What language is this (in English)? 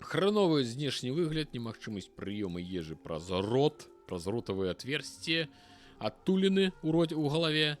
Belarusian